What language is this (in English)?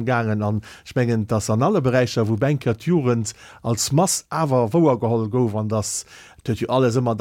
Luxembourgish